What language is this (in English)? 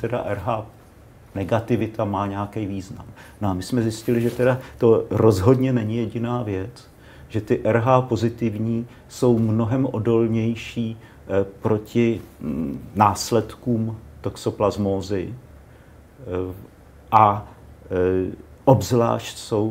Czech